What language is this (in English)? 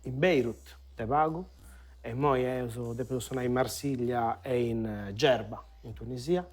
Sardinian